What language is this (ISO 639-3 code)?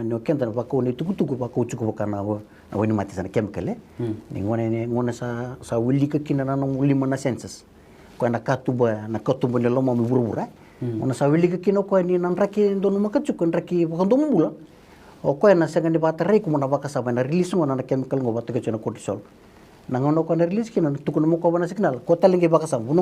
fij